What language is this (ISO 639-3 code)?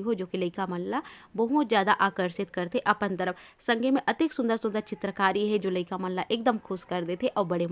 hne